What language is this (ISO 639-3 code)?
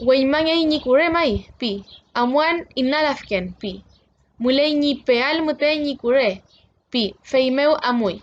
arn